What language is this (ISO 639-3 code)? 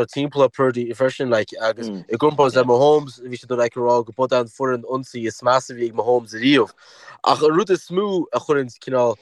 gle